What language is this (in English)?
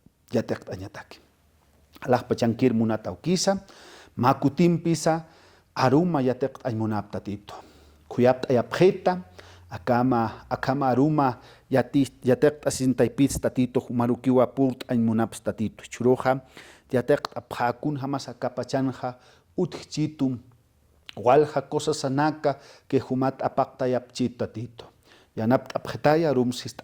Aymara